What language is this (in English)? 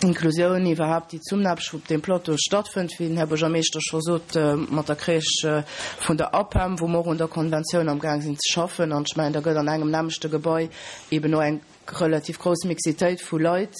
Luxembourgish